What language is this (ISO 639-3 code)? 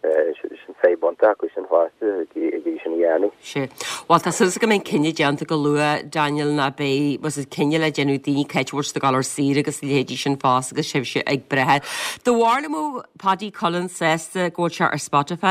gle